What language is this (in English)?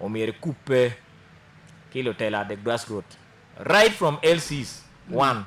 Acoli